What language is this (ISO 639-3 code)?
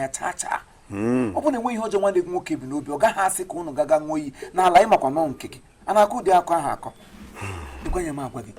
ibo